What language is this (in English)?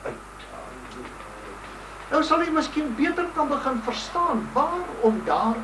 Afrikaans